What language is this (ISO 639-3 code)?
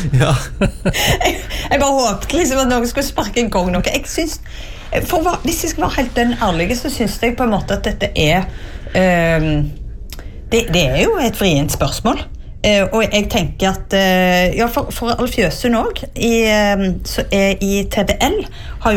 nor